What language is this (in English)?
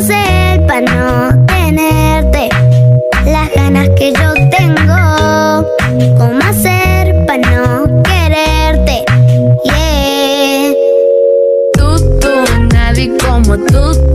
Spanish